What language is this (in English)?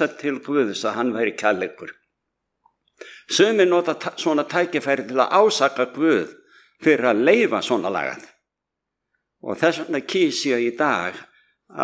Icelandic